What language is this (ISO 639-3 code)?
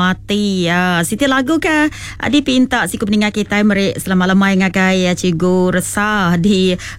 iba